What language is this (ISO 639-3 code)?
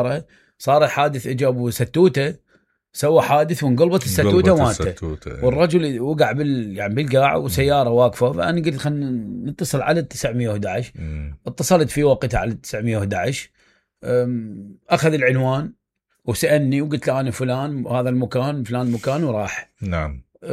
acm